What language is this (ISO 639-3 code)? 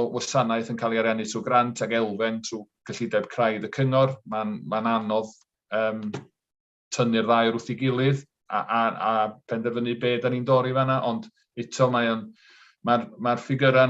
cym